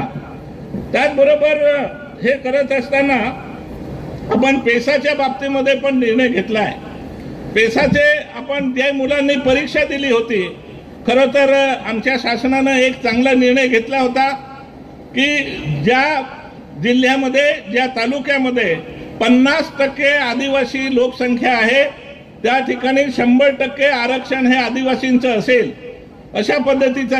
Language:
Marathi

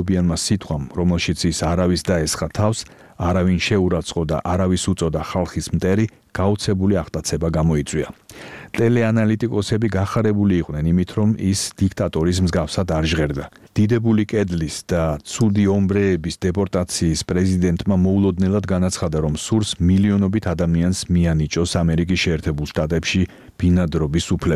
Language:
Georgian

